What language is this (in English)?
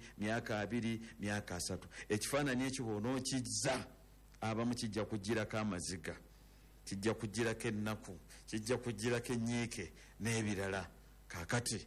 Ganda